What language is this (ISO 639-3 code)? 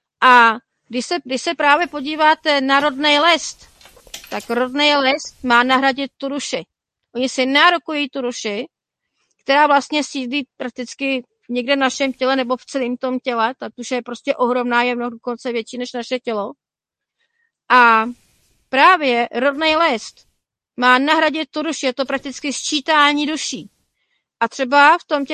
ces